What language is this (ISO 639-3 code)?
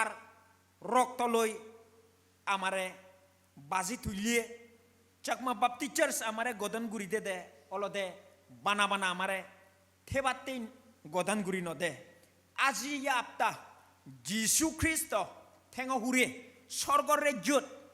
ccp